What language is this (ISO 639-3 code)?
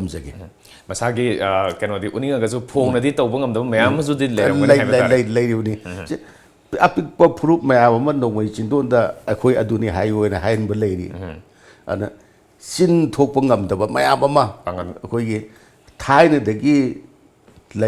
mni